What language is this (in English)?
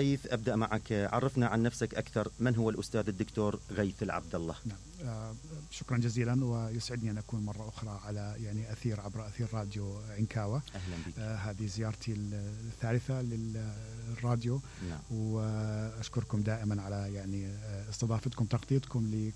Mesopotamian Arabic